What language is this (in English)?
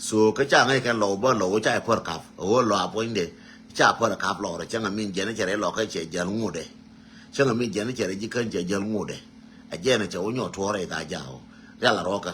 Nuer